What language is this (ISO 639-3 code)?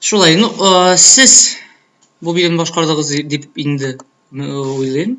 tat